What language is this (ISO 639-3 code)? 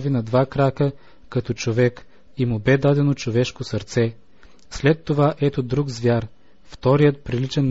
bul